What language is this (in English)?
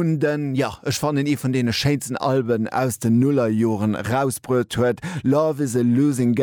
Luxembourgish